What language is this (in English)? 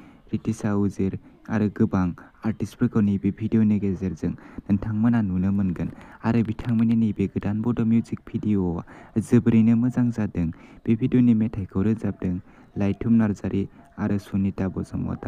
Bodo